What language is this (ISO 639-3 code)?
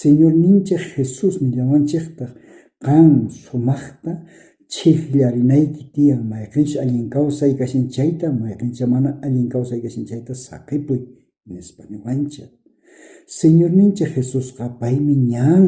quh